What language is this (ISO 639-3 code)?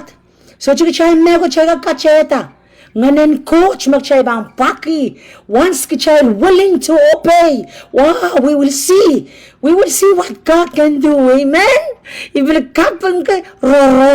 pon